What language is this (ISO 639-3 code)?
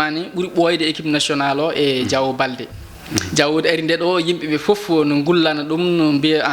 ful